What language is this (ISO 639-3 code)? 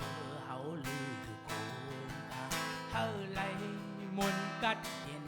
shn